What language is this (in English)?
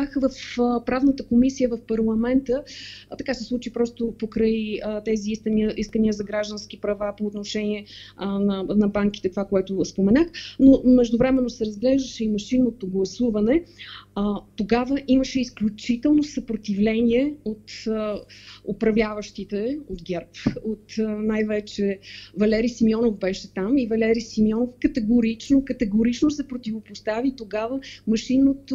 Bulgarian